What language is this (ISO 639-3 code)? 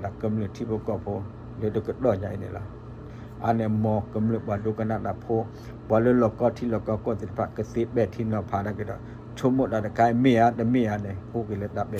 ksw